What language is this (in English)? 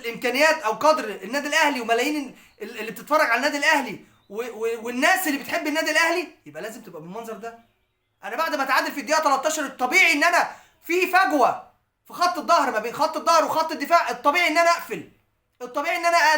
Egyptian Arabic